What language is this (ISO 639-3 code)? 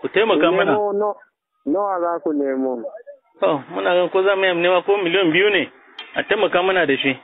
hau